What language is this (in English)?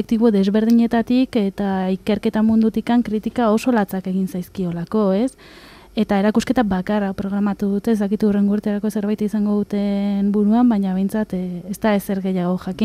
Basque